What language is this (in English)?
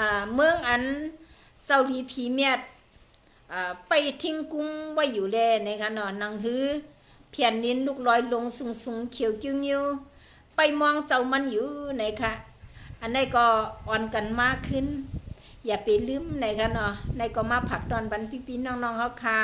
Shan